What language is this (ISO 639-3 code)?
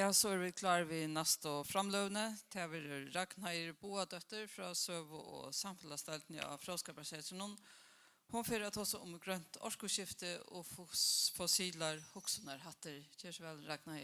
fao